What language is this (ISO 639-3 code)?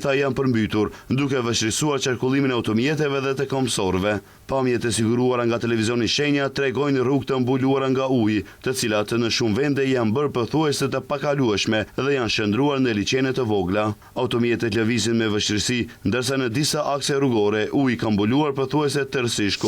sqi